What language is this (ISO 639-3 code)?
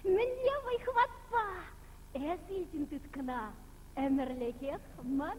chv